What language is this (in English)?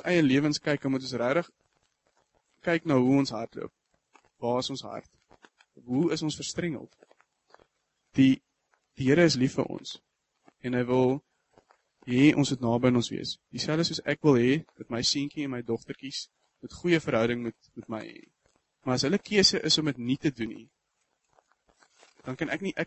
Afrikaans